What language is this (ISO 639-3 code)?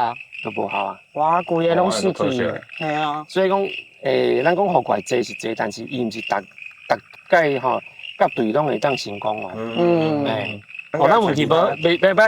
nan